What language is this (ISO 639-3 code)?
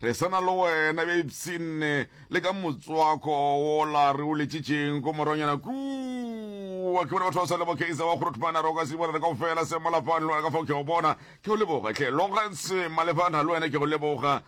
nso